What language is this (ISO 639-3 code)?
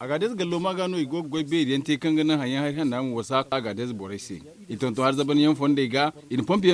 dje